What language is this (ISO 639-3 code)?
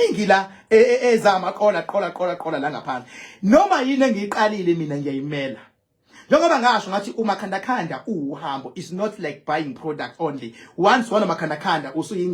zul